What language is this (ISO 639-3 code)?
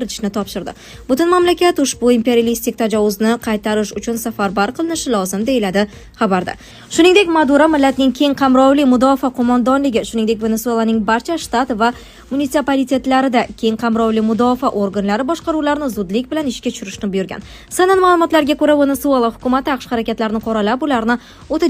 uzb